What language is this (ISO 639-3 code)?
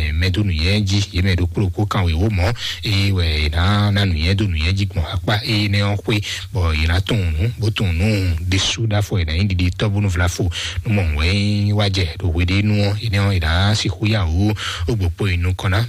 fon